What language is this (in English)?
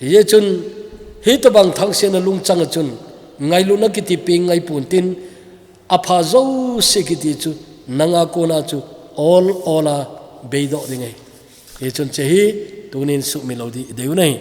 Thado Chin